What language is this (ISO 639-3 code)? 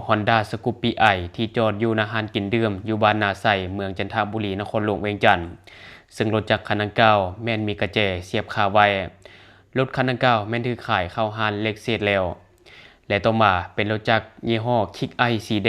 lao